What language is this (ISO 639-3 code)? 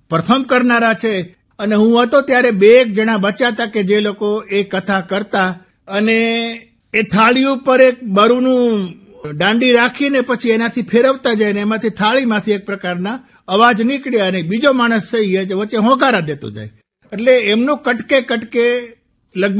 guj